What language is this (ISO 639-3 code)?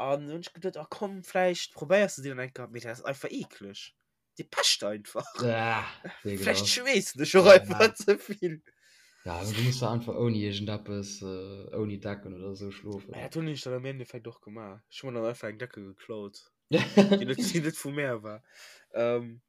ltz